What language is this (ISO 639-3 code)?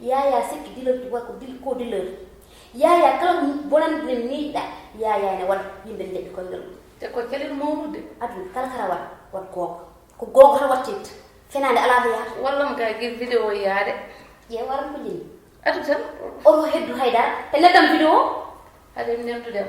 ful